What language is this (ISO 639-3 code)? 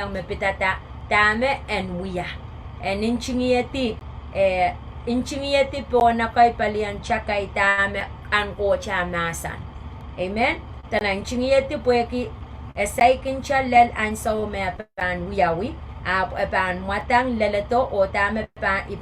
pon